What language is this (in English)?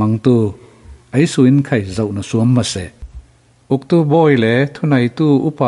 Falam Chin